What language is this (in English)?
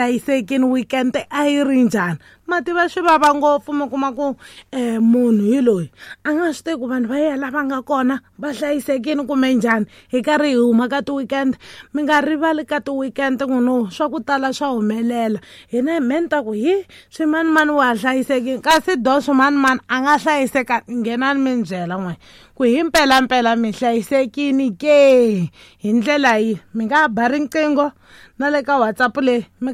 Tsonga